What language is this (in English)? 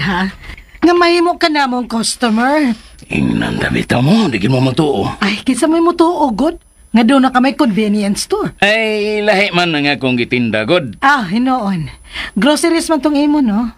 Cebuano